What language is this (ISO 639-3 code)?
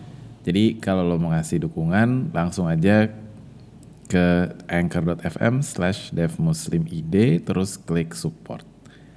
ind